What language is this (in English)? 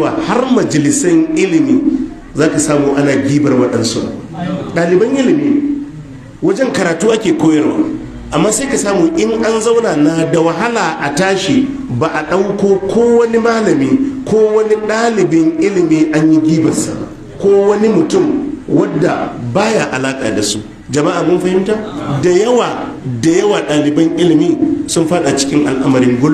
Hausa